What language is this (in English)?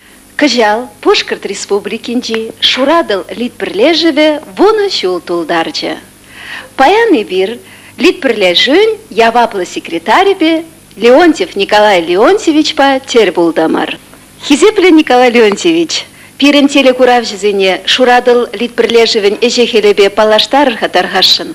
Chuvash